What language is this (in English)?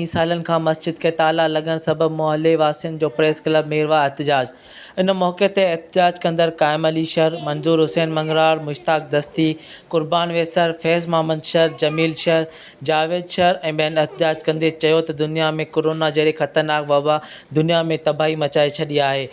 Sindhi